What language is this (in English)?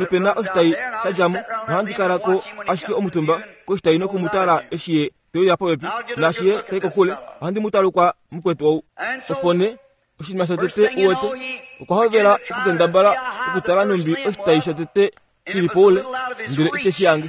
Kuanyama